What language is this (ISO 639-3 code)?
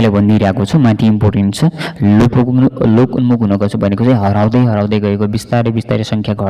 nep